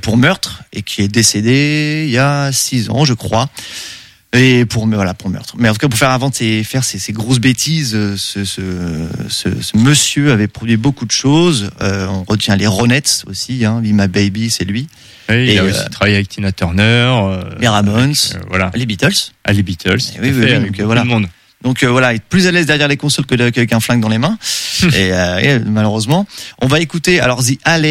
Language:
French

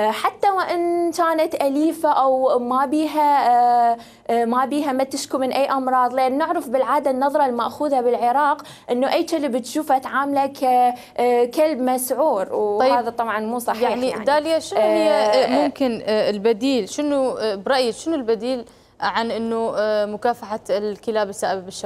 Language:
Mesopotamian Arabic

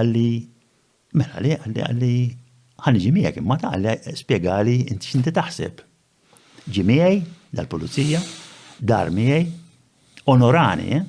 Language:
Maltese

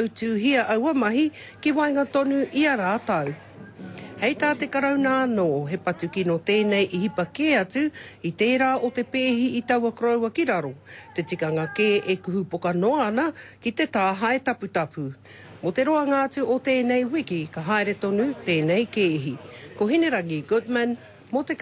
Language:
Māori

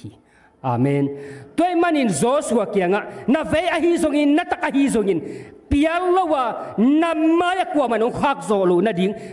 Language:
Tedim Chin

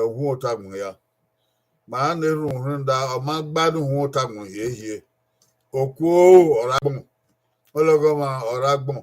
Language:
Bini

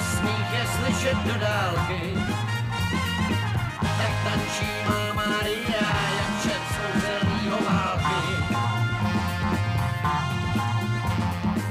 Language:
Czech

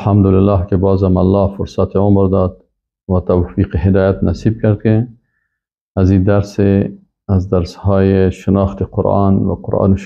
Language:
Persian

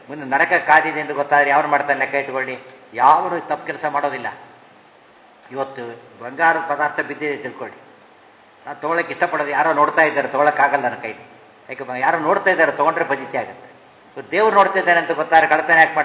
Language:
Kannada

